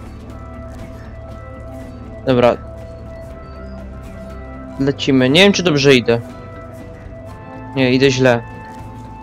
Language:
Polish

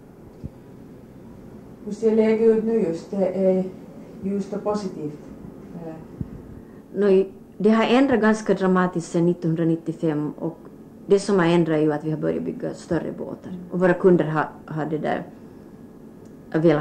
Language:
Swedish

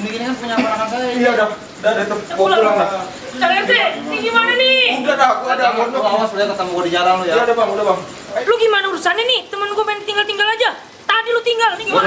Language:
Betawi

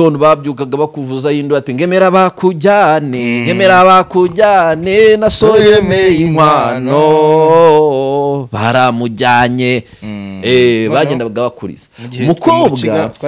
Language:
Kinyarwanda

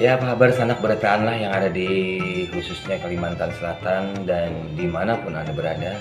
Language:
Banjar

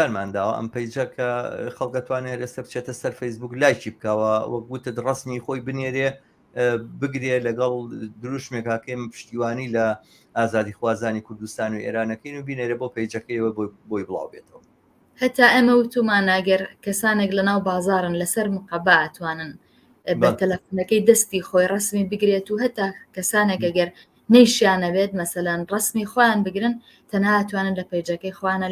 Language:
Central Kurdish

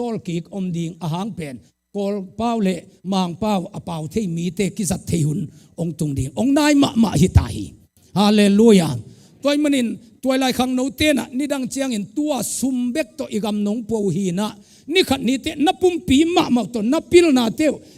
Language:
Tedim Chin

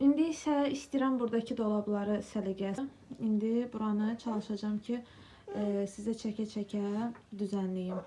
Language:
Azerbaijani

